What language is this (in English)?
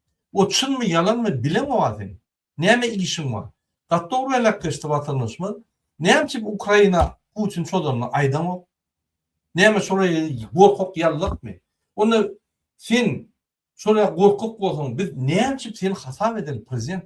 Turkmen